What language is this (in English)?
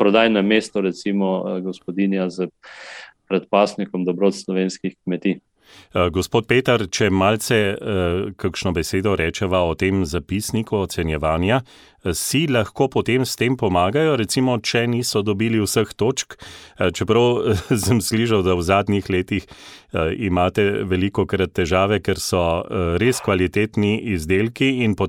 Slovenian